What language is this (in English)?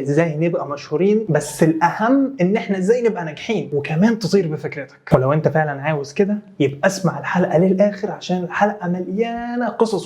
Egyptian Arabic